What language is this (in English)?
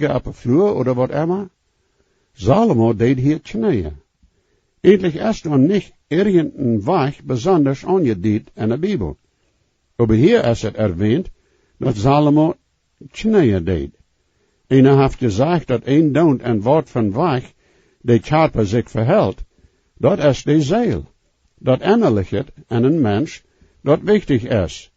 Plautdietsch